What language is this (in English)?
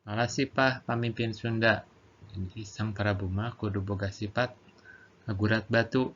Sundanese